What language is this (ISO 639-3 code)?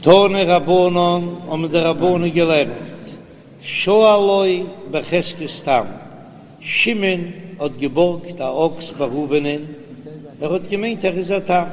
yid